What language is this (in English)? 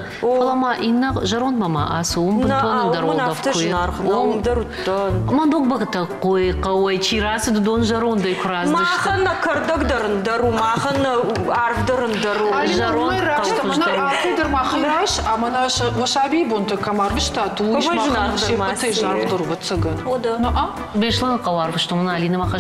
Ossetic